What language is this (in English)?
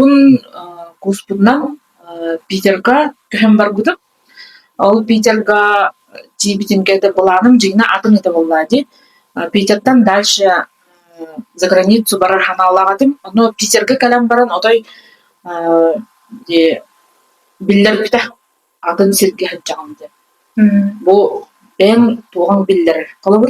Yakut